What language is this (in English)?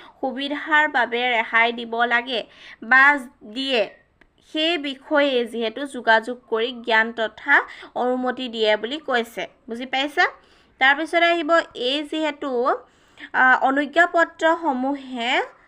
Assamese